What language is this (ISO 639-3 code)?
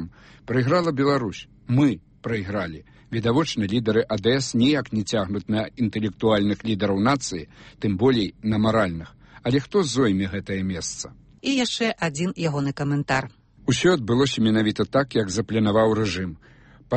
bel